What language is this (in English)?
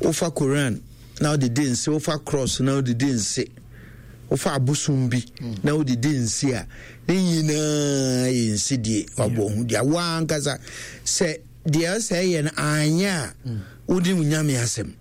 Akan